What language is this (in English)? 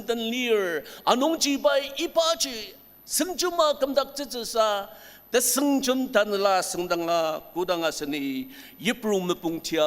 Ao Naga